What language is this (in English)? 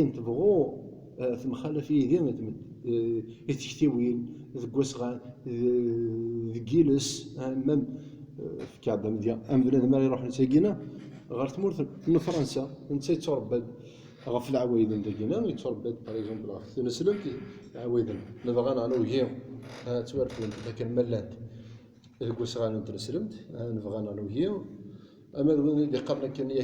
Kabyle